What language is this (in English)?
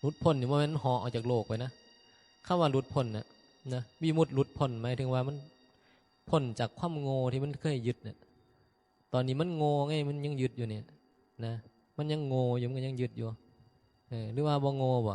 Northeastern Thai